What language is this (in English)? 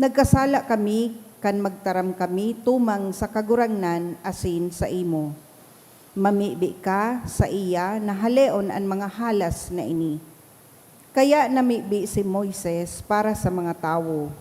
Bikol